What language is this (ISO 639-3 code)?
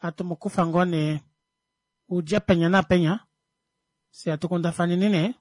kua